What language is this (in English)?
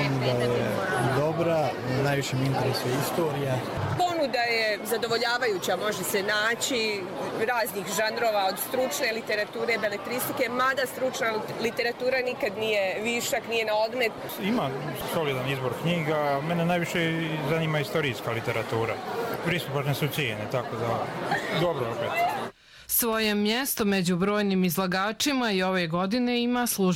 Bosnian